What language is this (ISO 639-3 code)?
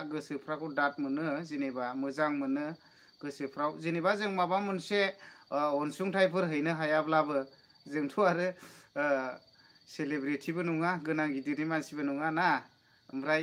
brx